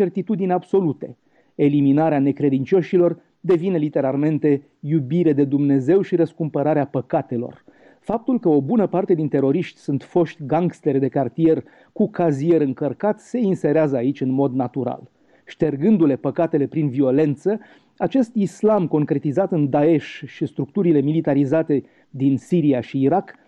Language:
Romanian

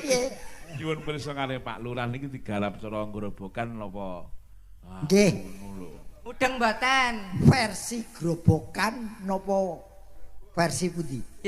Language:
Javanese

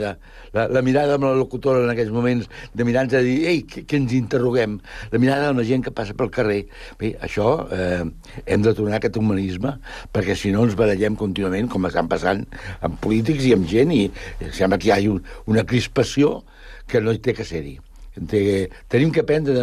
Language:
Catalan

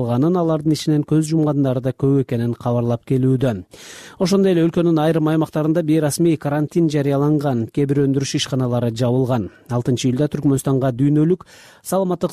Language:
Kyrgyz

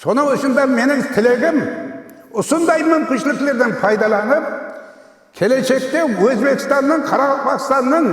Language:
Kara-Kalpak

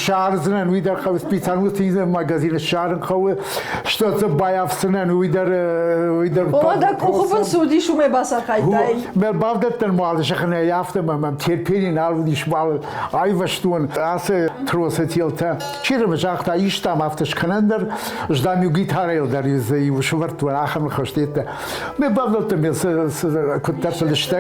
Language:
Ossetic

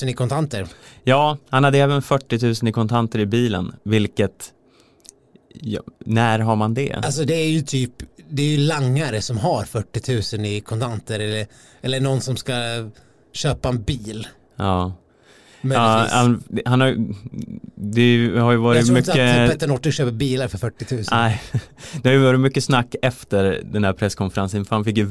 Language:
Swedish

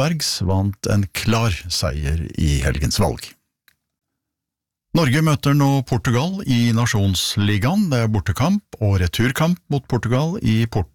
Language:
Norwegian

